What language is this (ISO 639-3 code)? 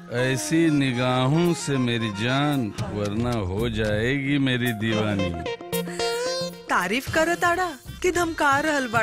bho